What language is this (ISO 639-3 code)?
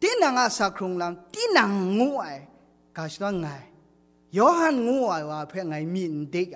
kac